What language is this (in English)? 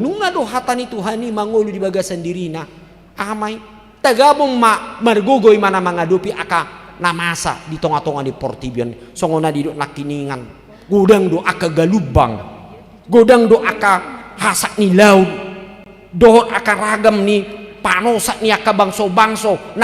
Batak Toba